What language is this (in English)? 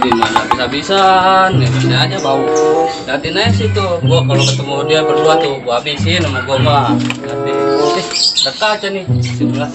Betawi